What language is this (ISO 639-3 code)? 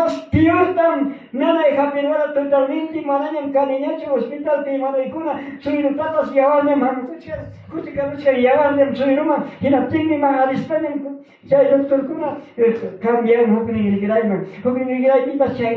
quy